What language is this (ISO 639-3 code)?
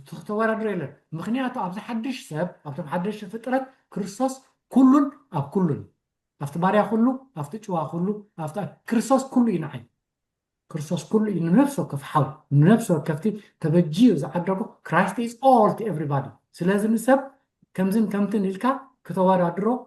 tir